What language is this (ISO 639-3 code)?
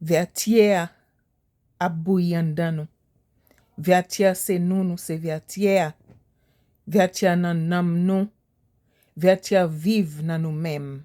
hat